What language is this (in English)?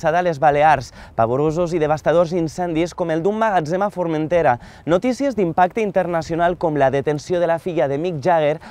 Catalan